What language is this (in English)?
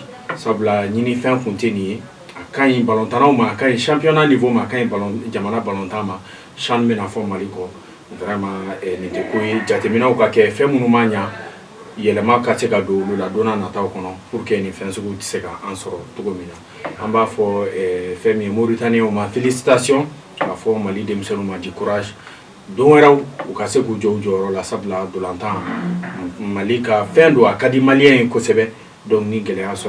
Bambara